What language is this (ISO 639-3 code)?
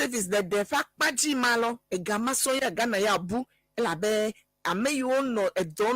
ewe